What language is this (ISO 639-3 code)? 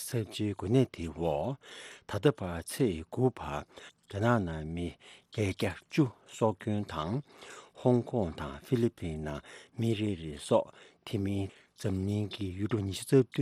bod